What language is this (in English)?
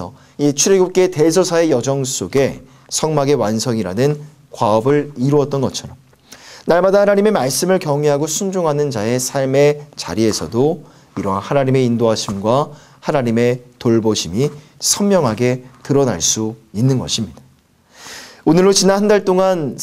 Korean